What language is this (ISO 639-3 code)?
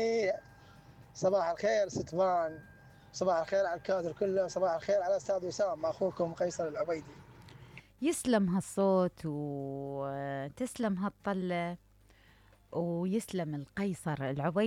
acm